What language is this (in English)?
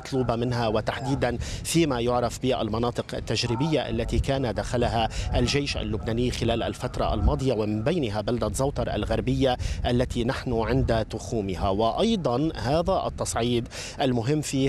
Arabic